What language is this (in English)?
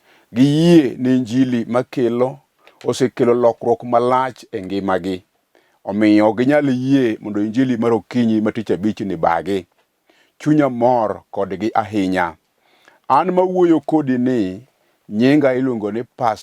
Luo (Kenya and Tanzania)